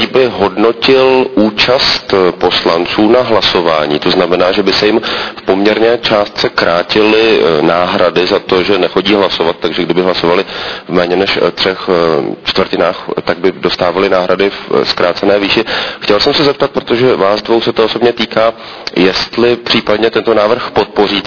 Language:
Czech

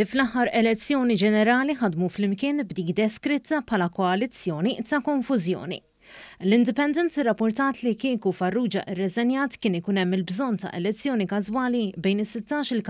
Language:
Maltese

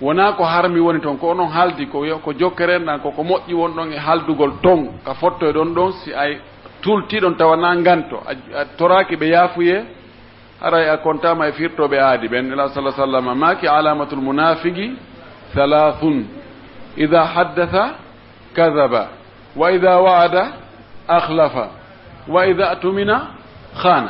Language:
Pular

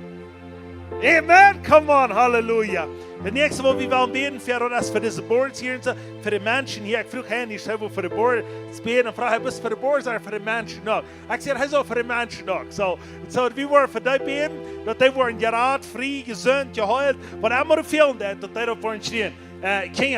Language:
Plautdietsch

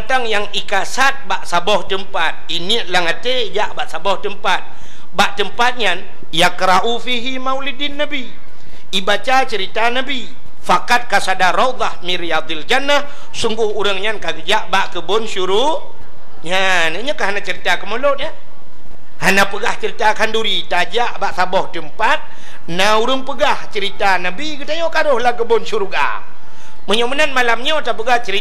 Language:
Achinese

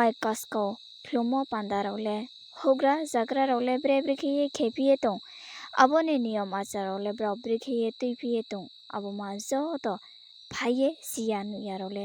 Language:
Riang (India)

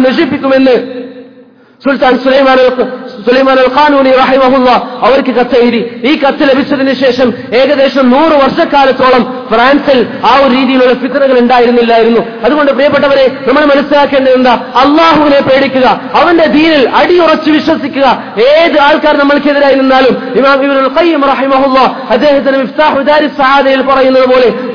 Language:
Malayalam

